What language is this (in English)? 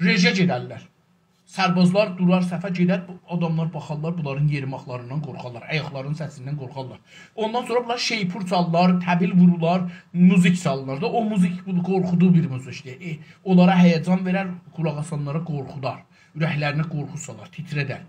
South Azerbaijani